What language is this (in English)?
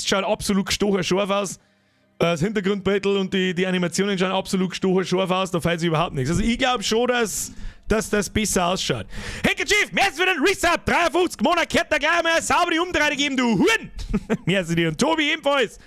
Bavarian